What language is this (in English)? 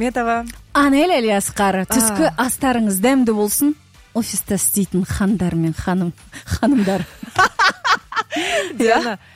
Kazakh